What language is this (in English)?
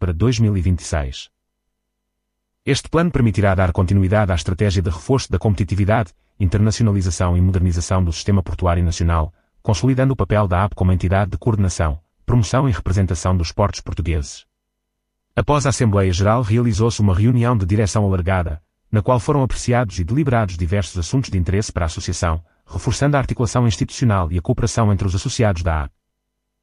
Portuguese